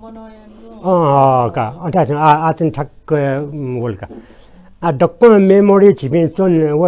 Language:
Newari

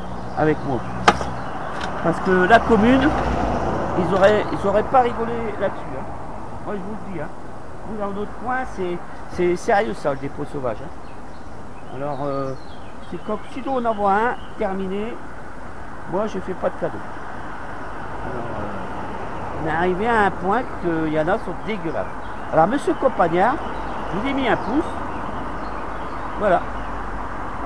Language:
French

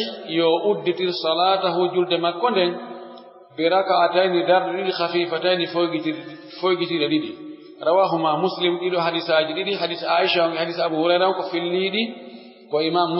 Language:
Pular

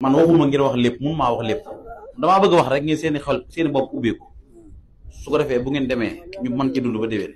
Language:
Wolof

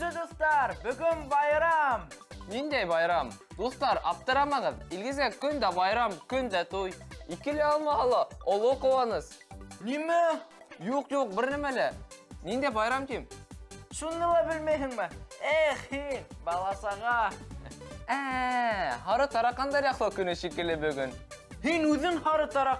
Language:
Bashkir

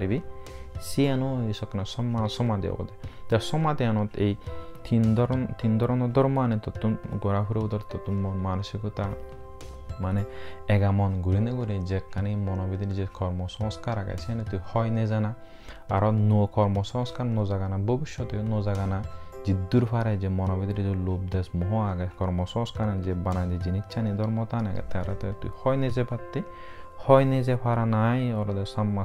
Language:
Chakma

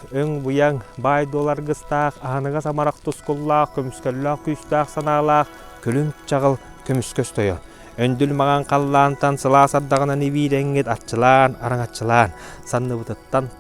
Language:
Yakut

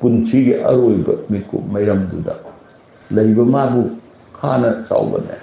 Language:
Manipuri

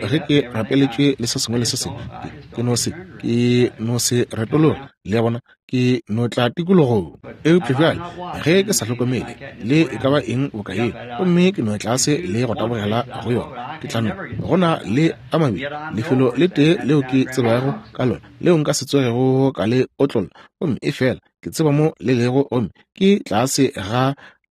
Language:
Northern Sotho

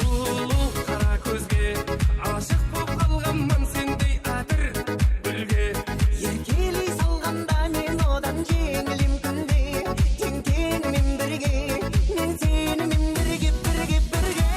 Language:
Kara-Kalpak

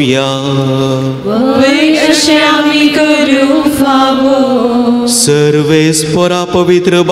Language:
Konkani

